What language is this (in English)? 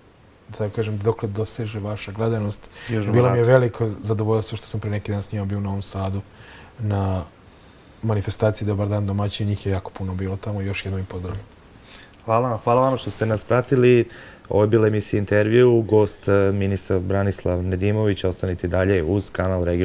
Serbian